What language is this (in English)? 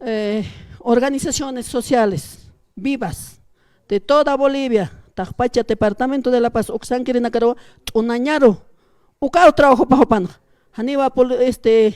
Aymara